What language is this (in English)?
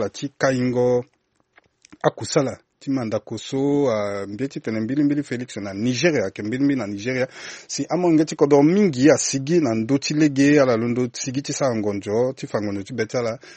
Sango